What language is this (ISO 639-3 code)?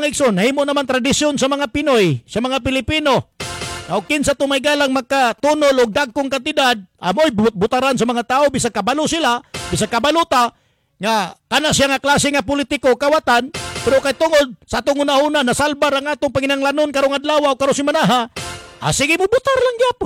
ceb